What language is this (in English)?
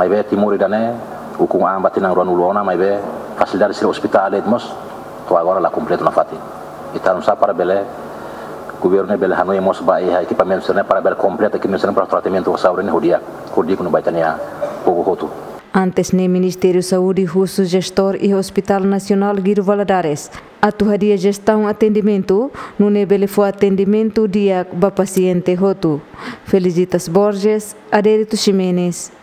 Tetum